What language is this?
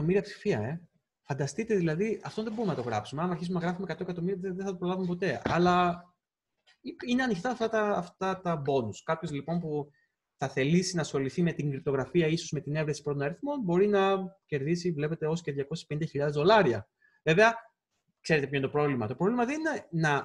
Greek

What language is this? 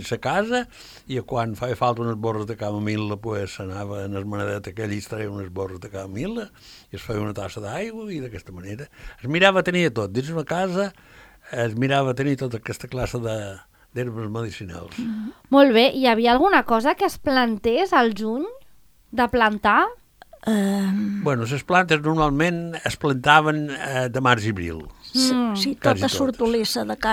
Catalan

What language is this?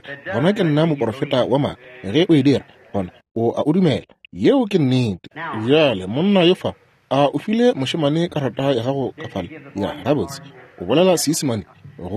Northern Sotho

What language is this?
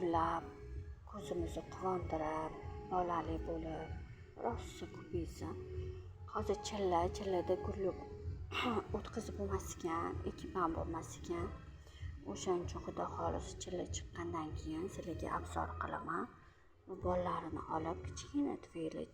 Uzbek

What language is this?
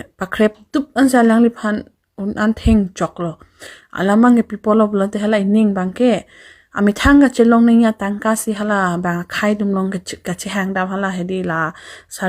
Karbi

